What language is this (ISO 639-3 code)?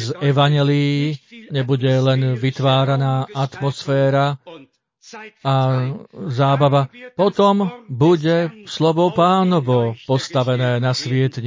slk